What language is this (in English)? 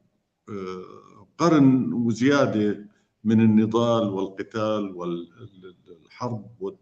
North Levantine Arabic